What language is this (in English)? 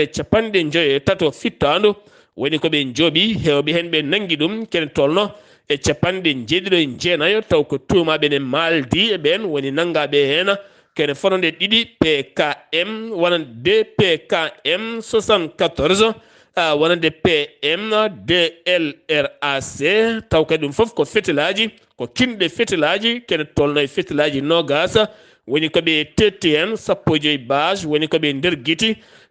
Fula